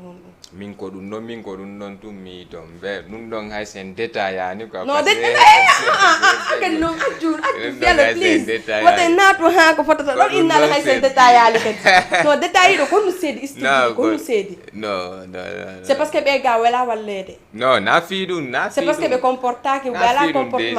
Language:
Fula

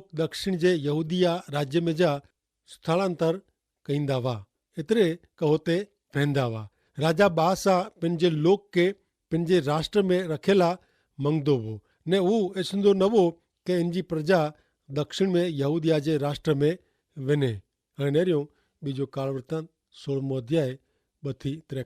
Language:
Kachhi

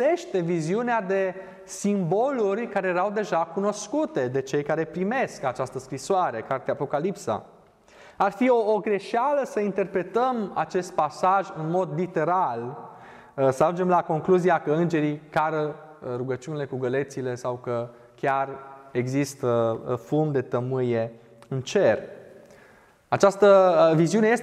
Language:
Romanian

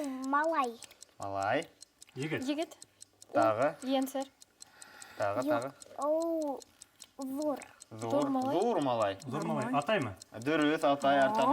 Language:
Bashkir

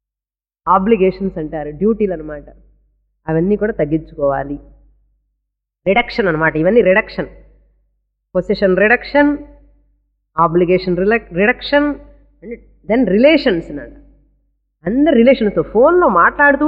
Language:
Telugu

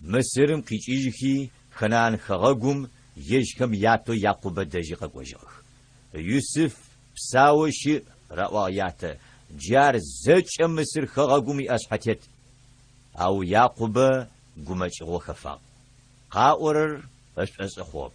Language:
Adyghe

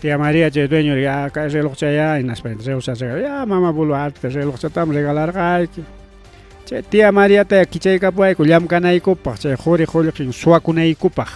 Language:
Ayacucho Quechua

